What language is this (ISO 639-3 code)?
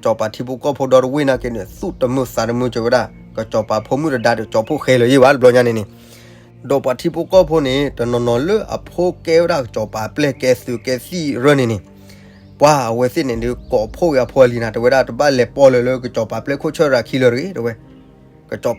ksw